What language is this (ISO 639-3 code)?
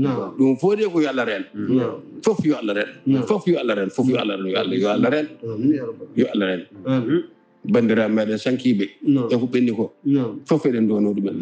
ful